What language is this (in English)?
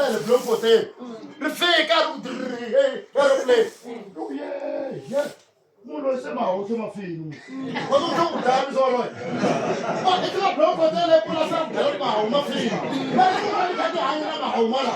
Tsonga